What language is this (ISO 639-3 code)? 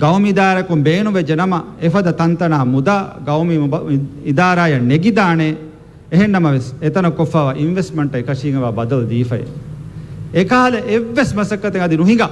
div